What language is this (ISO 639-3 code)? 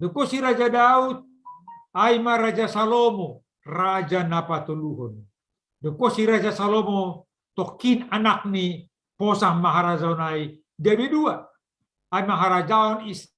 bts